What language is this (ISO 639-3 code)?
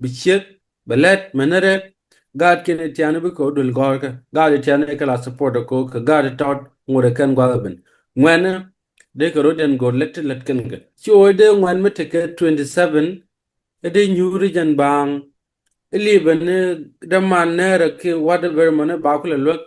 nus